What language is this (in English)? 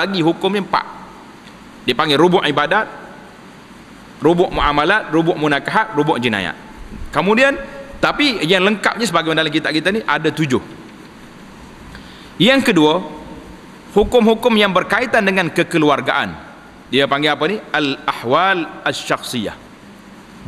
Malay